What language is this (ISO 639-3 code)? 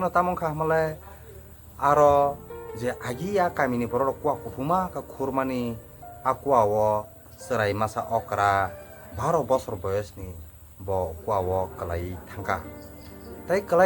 trp